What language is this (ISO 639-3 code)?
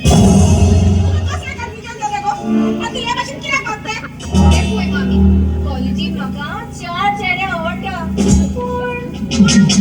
kok